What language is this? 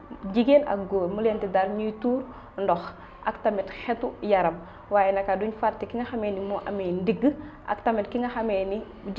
Wolof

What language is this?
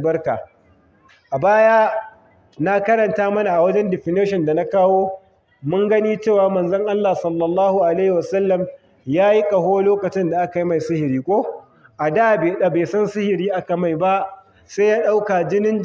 Hausa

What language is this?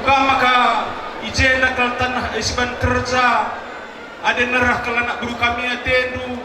Batak Karo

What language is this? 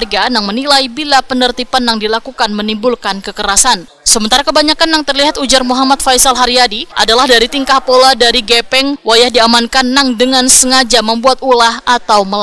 Banjar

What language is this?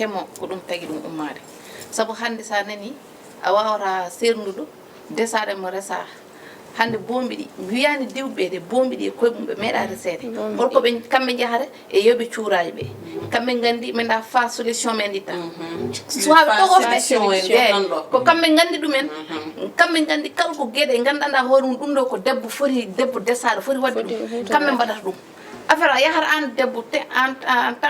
Fula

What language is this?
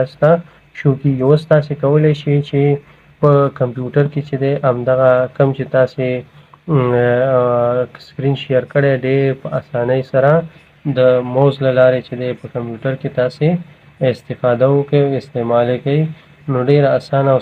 Pashto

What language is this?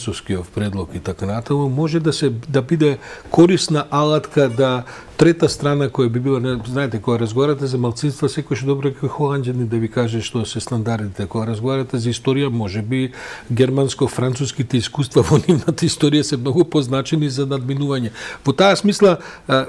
Macedonian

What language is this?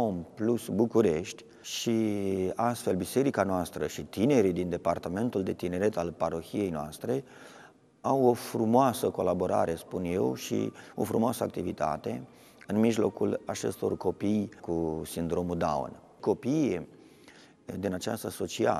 Romanian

